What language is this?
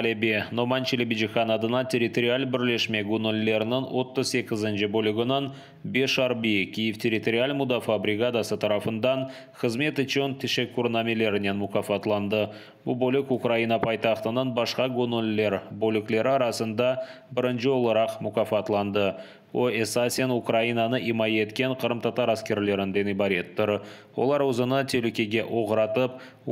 Crimean Tatar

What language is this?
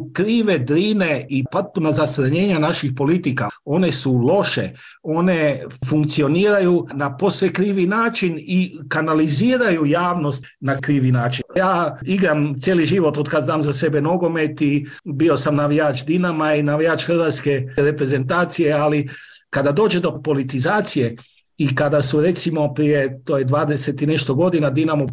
Croatian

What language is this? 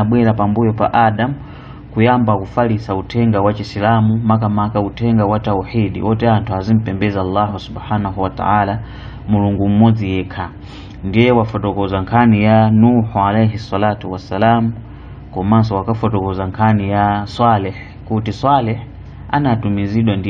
Nyanja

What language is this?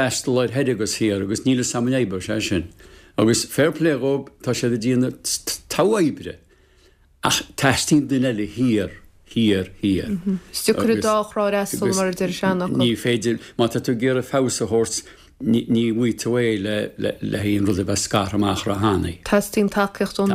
Irish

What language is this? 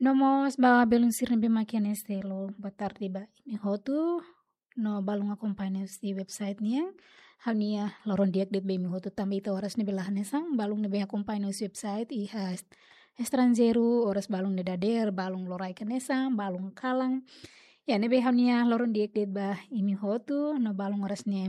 Tetum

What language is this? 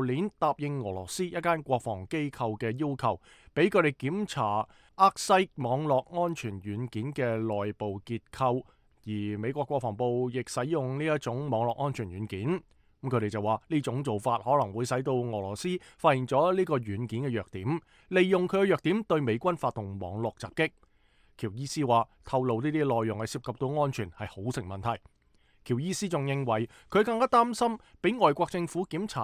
Cantonese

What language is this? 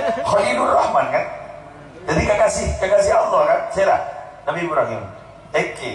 Madurese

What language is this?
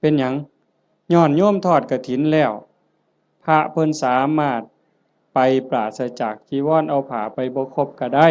Northeastern Thai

